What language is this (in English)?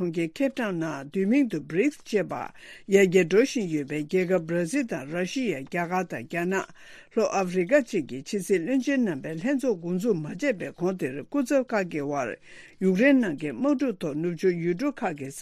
Tibetan